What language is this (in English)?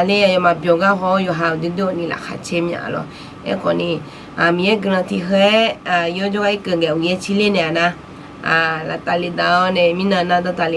Akha